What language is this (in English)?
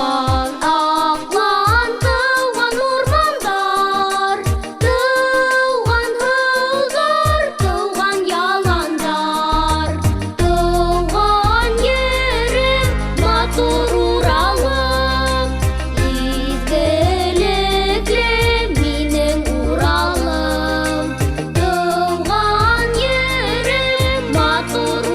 Bashkir